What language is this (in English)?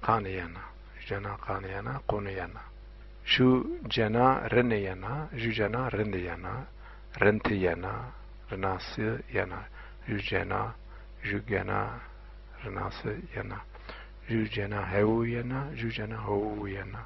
Zaza